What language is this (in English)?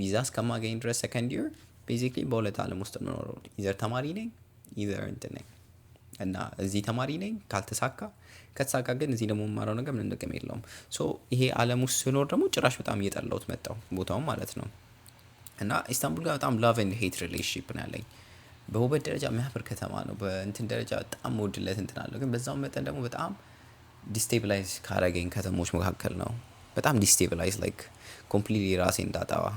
Amharic